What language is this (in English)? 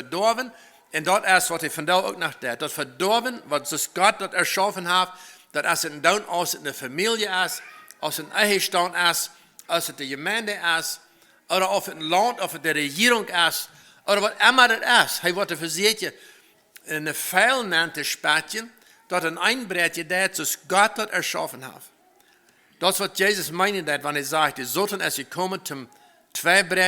Plautdietsch